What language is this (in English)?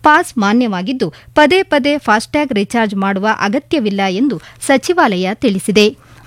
Kannada